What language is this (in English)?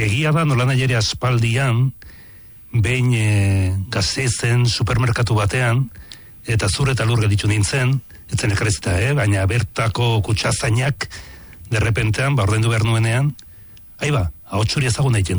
Basque